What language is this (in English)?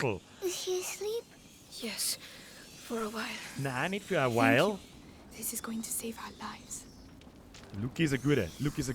Bavarian